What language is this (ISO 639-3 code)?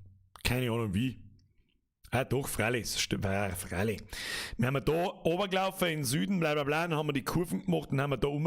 bar